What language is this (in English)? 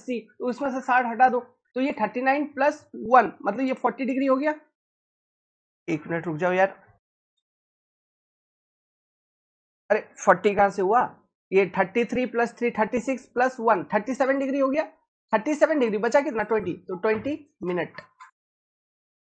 Hindi